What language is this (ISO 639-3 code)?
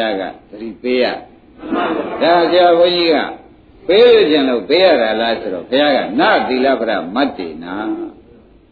mya